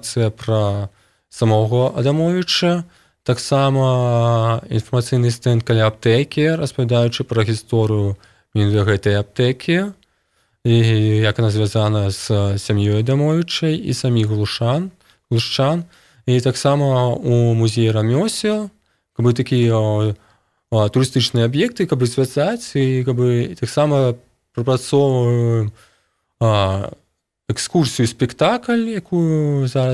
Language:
Belarusian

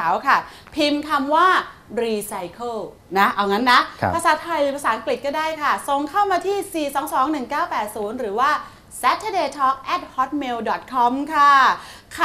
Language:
Thai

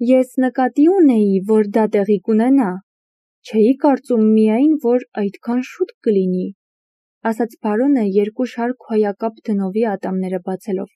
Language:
Armenian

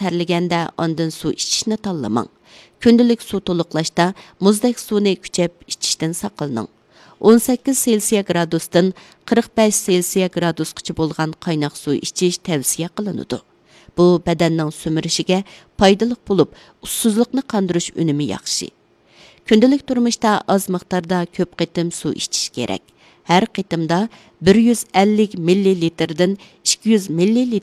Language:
Uyghur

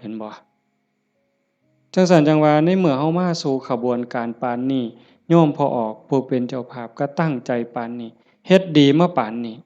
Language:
Northeastern Thai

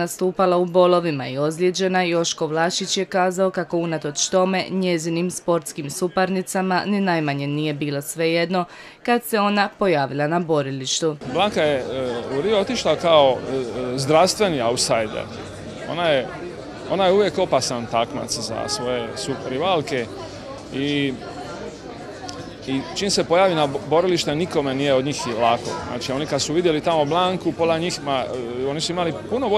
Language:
Croatian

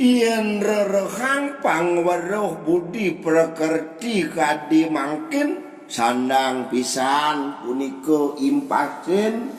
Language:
Balinese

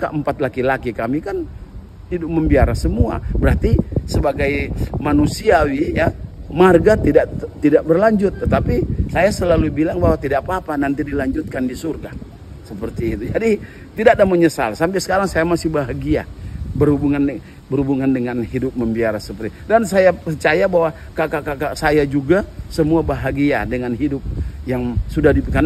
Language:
Indonesian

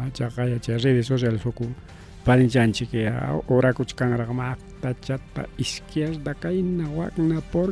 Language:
Ayacucho Quechua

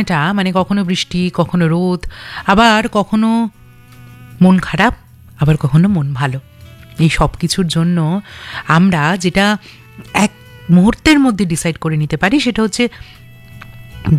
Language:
Bangla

